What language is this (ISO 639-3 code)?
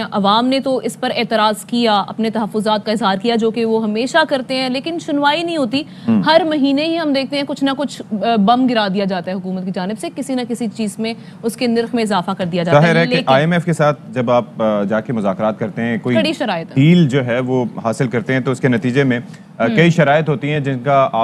urd